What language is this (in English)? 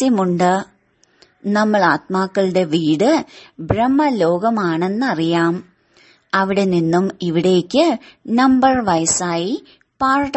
Malayalam